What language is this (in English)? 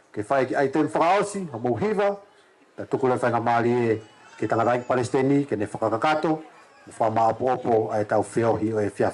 Tongan